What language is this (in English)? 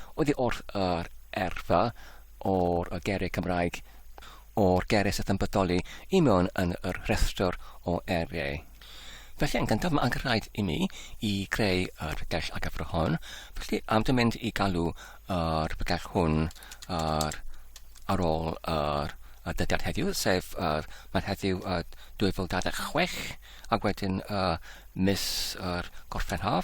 Welsh